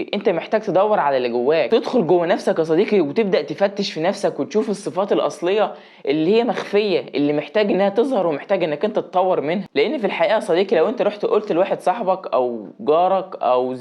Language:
Egyptian Arabic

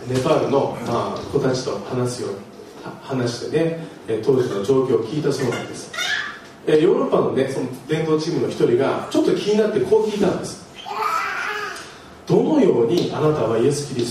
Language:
Japanese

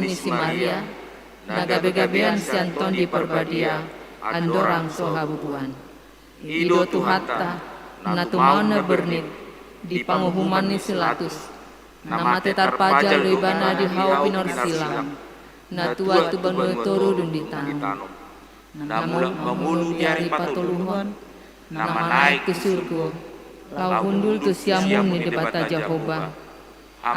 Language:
Batak Toba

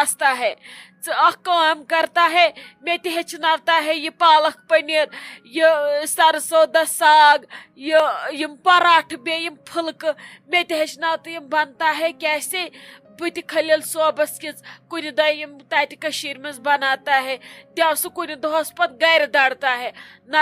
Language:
Kashmiri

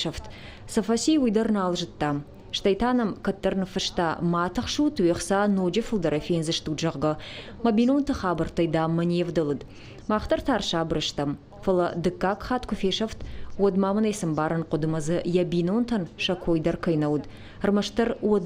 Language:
Ossetic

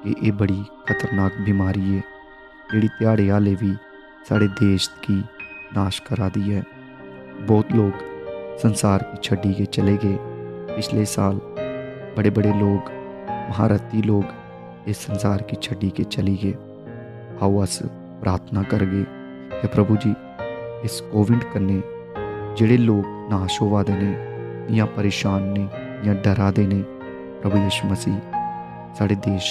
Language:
Dogri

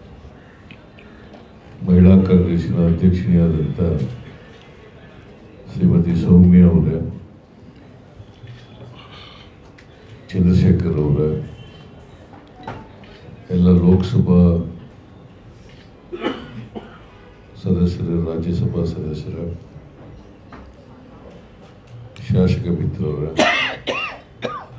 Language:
Kannada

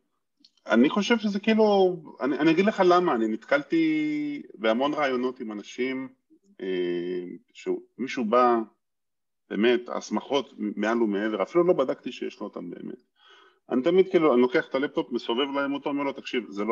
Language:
Hebrew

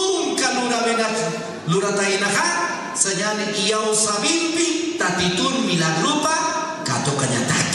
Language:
Aymara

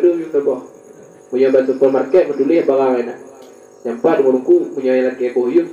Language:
Achinese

